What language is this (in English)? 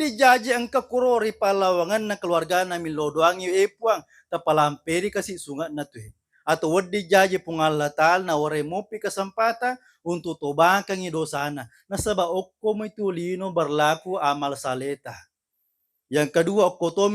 Buginese